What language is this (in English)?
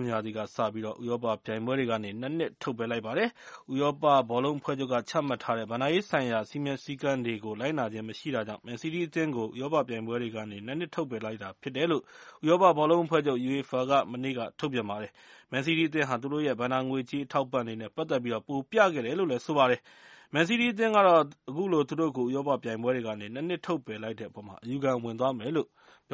Burmese